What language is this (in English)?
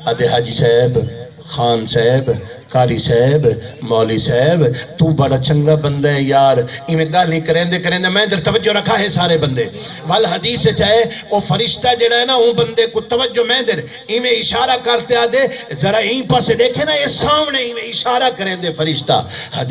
Saraiki